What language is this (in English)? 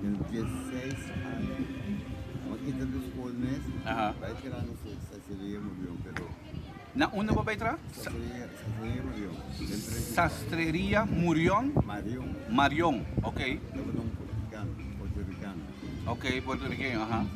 Papiamento